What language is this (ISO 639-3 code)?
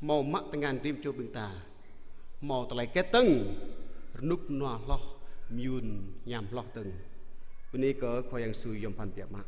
jra